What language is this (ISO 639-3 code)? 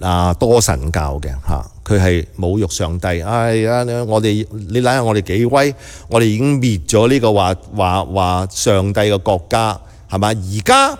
yue